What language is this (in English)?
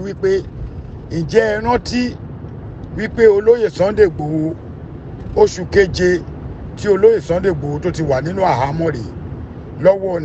Yoruba